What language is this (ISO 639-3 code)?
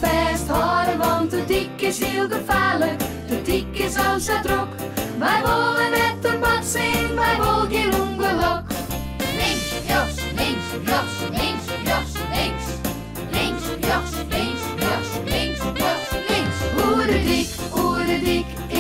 fry